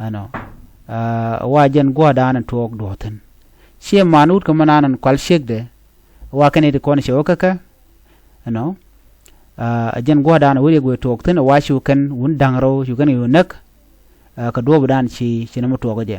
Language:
Nuer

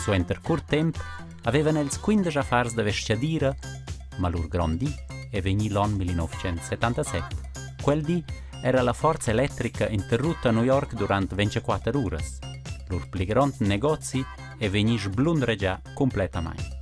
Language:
Romansh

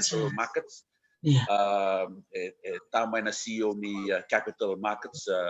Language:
Fijian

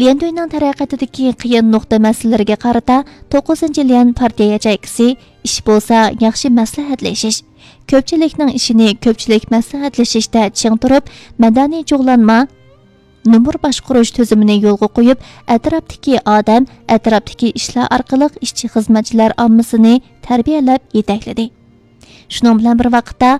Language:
Uyghur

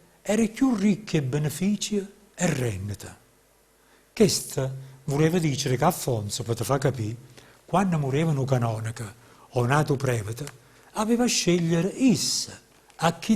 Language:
Neapolitan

